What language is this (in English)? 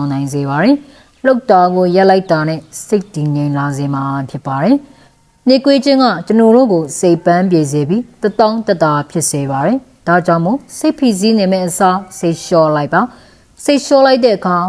Burmese